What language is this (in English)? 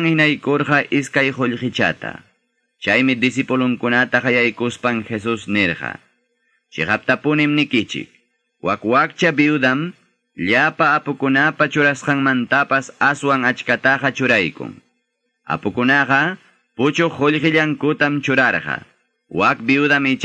Quechua